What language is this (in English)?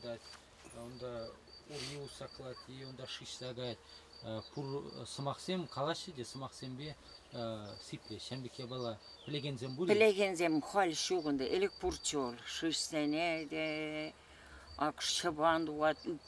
Chuvash